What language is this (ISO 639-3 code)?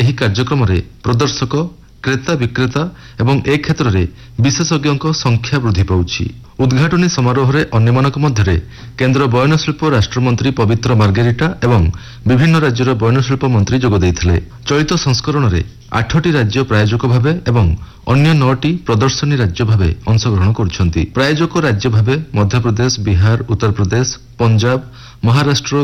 ori